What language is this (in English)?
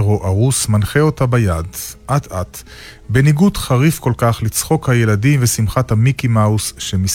Hebrew